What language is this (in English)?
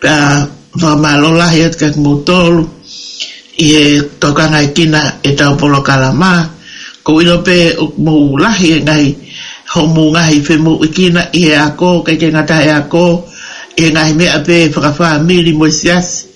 Tongan